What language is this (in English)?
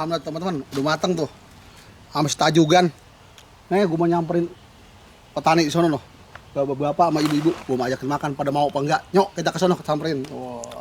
Betawi